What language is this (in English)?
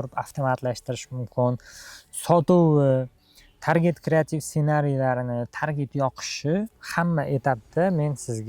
Uzbek